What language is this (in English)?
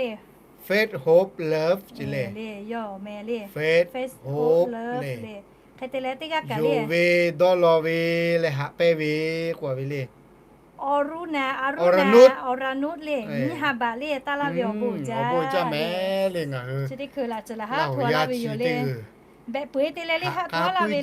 Lahu